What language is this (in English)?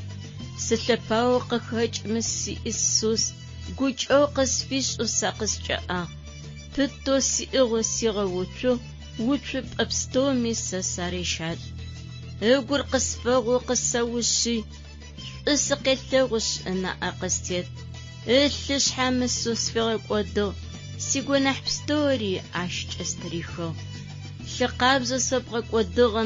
Adyghe